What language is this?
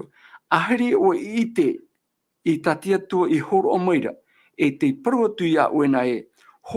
Tahitian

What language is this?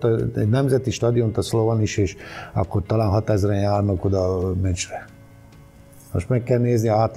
Hungarian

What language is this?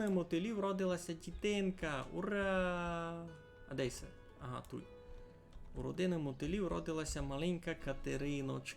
Rusyn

